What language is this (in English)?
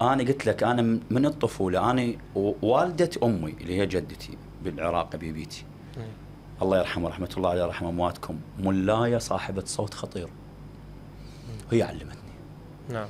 Mesopotamian Arabic